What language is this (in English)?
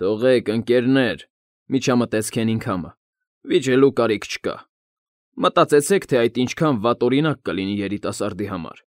Armenian